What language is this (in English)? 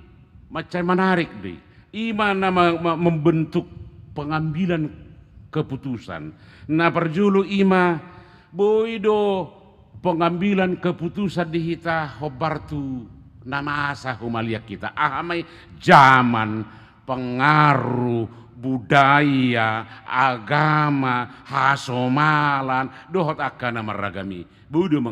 Batak Toba